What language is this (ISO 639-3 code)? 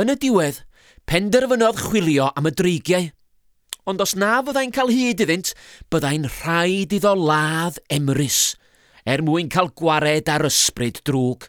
cym